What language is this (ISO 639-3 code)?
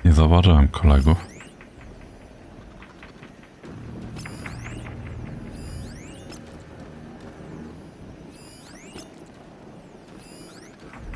pol